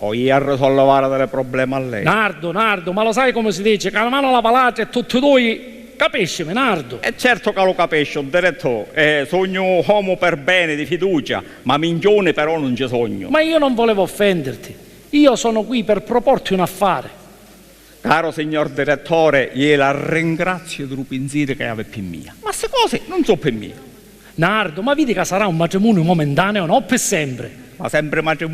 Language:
Sicilian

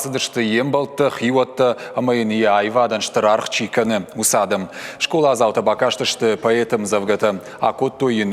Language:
Ossetic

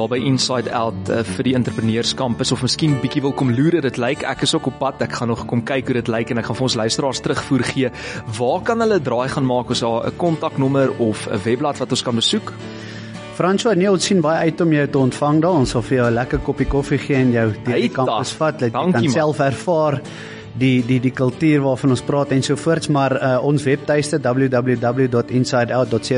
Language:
Afrikaans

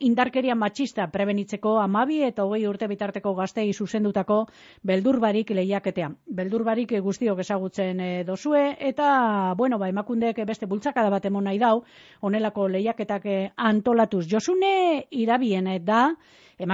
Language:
Basque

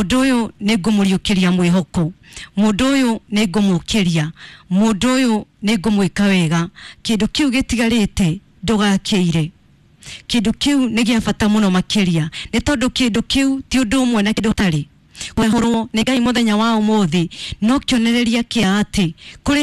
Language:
Kikuyu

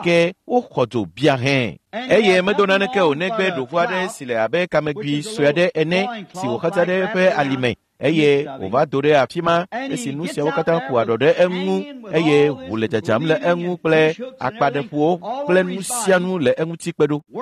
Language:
Ewe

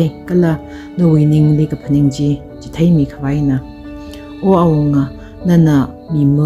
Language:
Tangkhul Naga (India)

